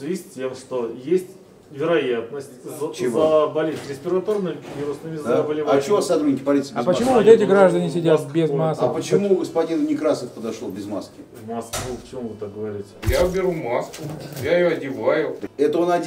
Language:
Russian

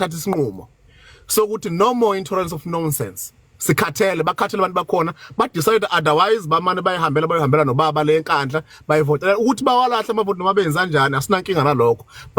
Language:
Zulu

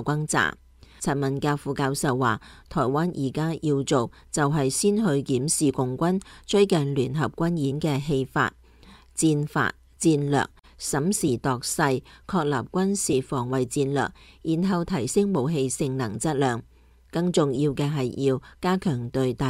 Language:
Cantonese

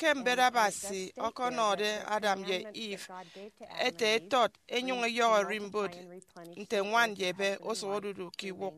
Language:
Efik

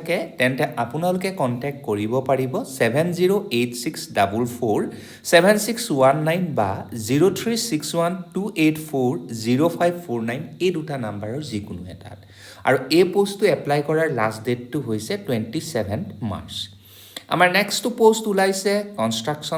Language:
Assamese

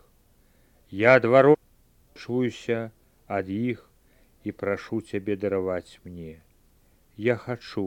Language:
Belarusian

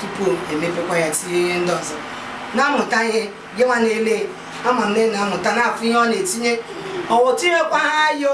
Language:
Igbo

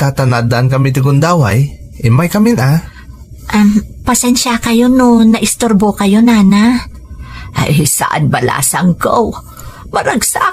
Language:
Iloko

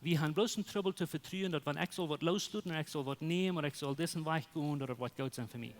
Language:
Plautdietsch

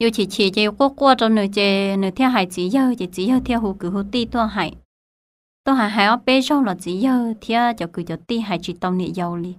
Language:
Hmong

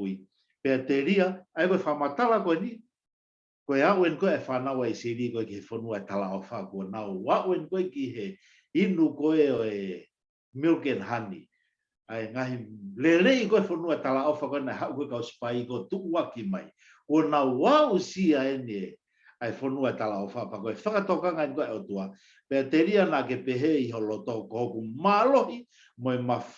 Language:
Tongan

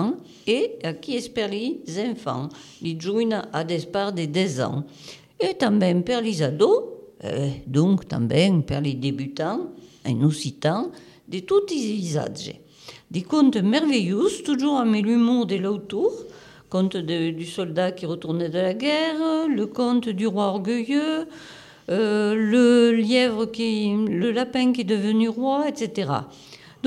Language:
French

